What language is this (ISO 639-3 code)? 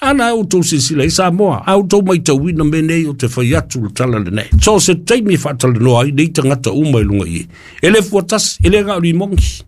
smo